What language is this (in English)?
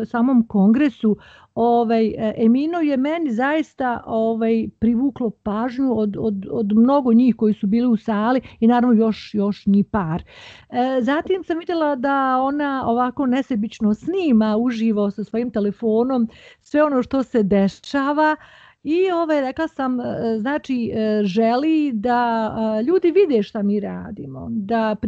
Bosnian